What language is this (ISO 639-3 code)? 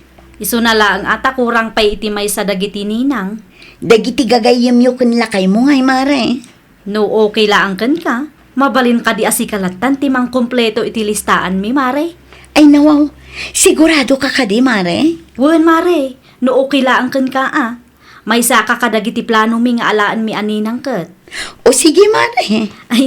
ilo